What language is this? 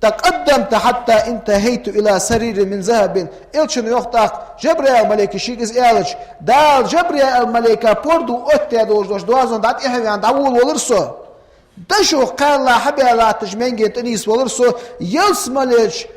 Ingush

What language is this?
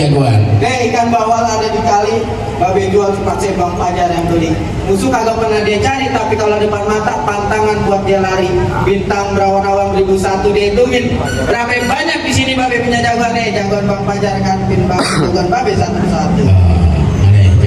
Betawi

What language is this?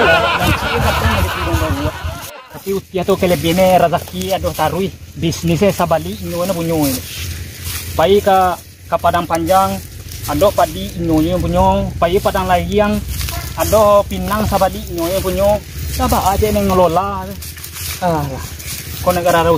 Minangkabau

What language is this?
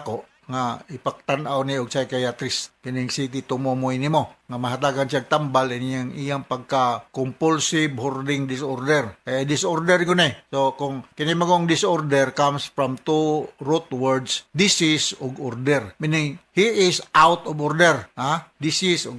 Cebuano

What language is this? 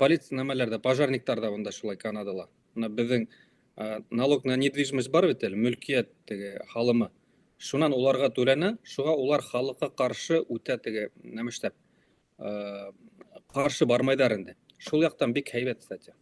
Bashkir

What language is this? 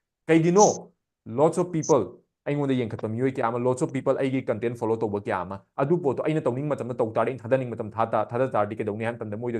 Manipuri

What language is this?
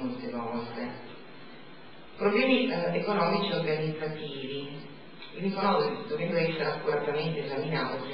Italian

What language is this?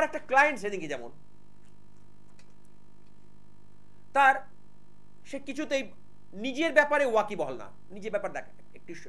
Bangla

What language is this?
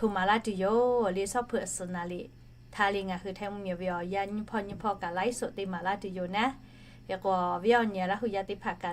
Lahu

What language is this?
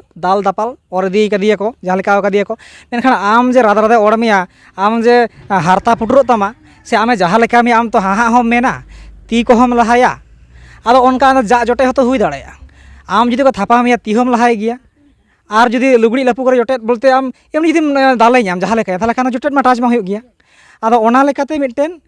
Santali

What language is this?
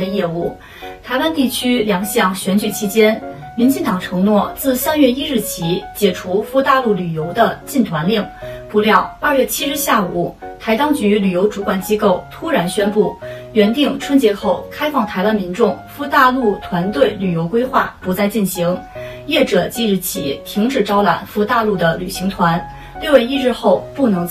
Chinese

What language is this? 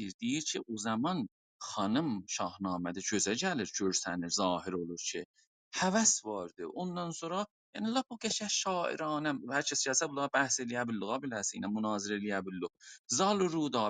South Azerbaijani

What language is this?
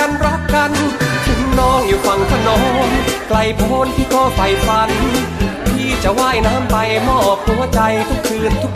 Thai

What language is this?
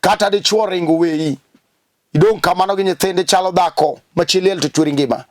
Luo (Kenya and Tanzania)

